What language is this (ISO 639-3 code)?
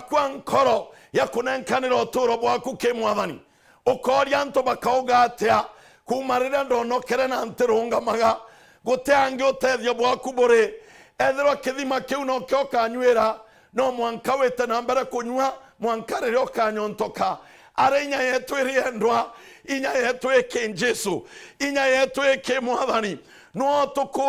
mer